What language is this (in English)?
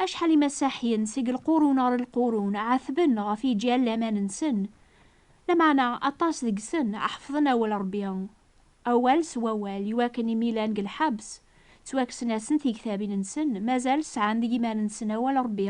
Kabyle